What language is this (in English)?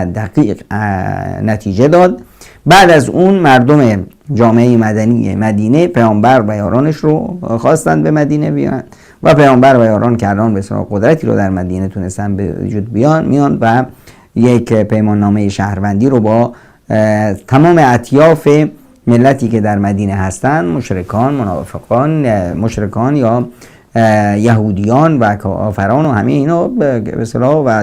Persian